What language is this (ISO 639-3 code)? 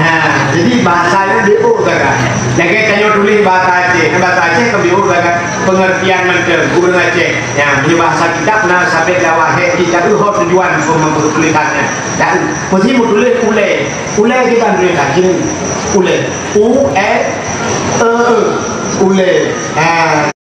ace